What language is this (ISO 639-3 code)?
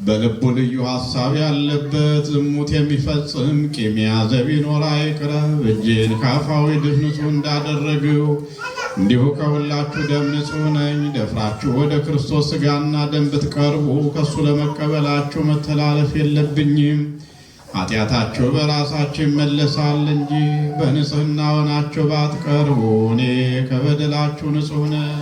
amh